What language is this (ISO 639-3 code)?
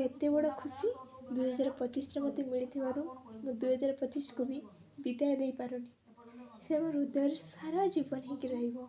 ori